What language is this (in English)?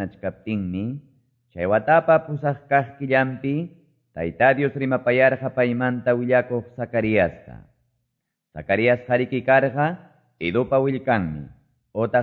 Quechua